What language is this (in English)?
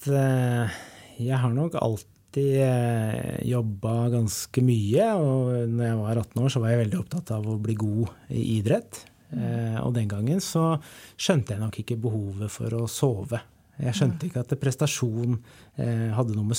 Norwegian